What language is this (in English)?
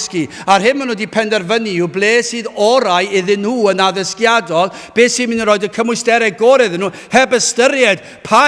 Welsh